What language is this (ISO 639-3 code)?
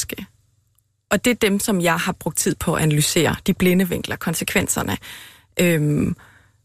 dan